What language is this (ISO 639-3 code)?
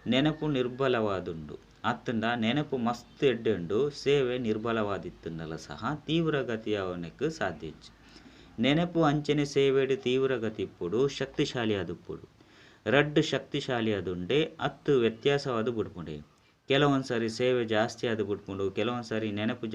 tcy